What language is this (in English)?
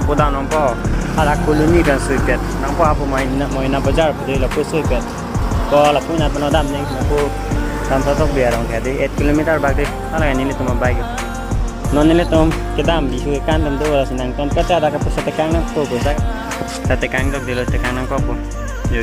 Karbi